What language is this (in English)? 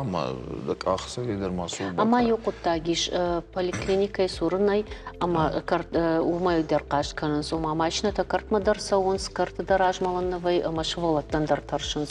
Ossetic